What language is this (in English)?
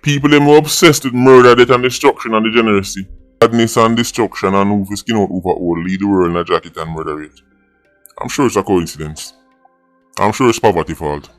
Jamaican Creole English